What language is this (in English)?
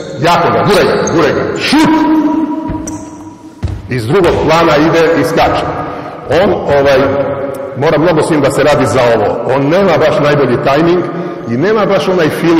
Serbian